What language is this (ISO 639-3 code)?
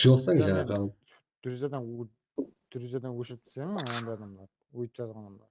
kaa